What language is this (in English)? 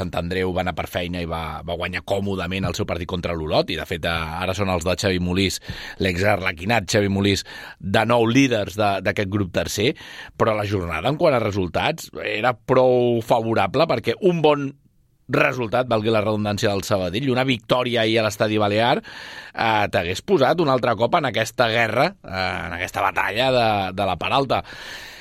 Catalan